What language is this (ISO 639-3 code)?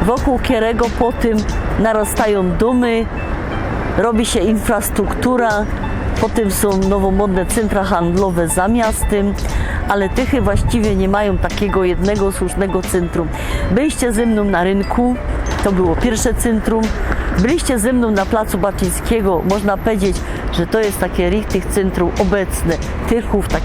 szl